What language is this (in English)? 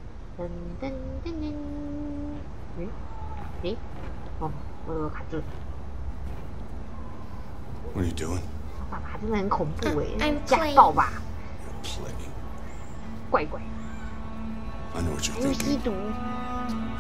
Chinese